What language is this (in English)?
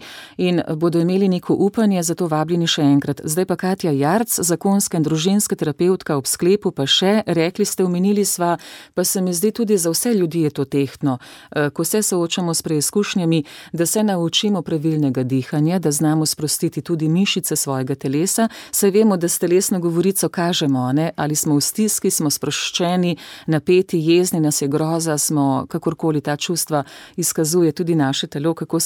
Slovenian